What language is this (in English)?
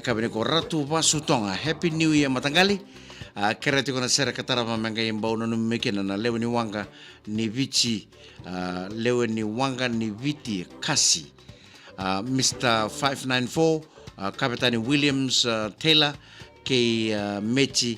Fijian